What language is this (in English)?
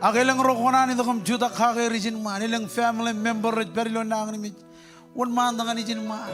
Marshallese